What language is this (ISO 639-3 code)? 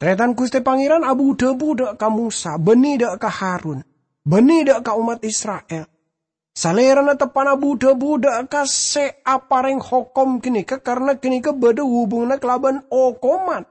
mad